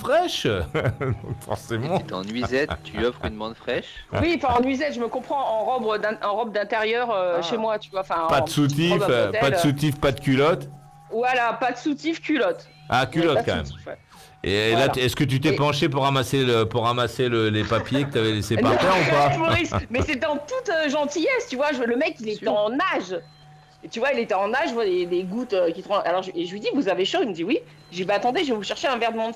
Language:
French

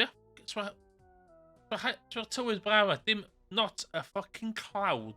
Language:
Welsh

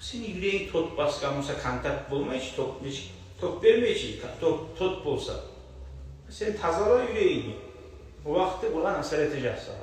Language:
Kumyk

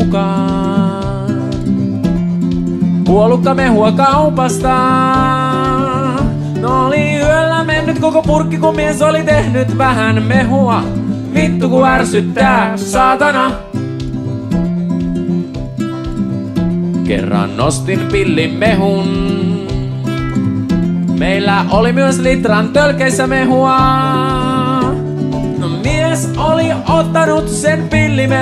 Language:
Finnish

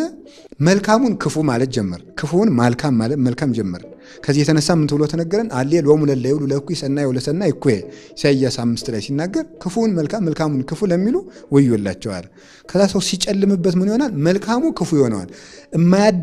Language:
Amharic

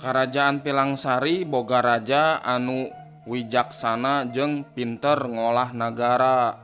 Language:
Sundanese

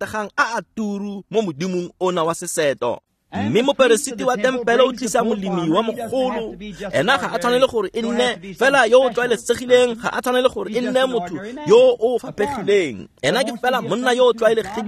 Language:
Tswana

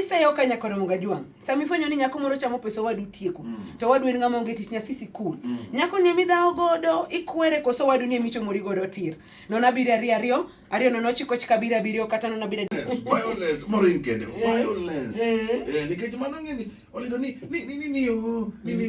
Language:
Luo (Kenya and Tanzania)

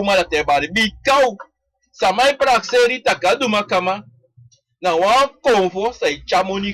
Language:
Sranan Tongo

